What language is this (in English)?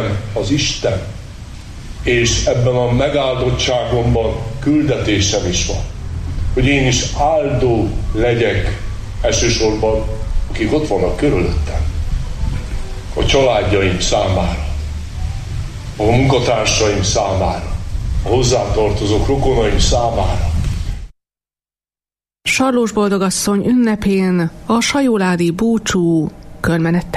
Hungarian